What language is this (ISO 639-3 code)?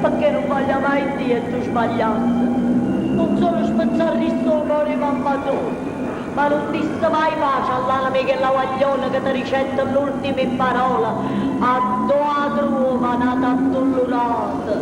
nap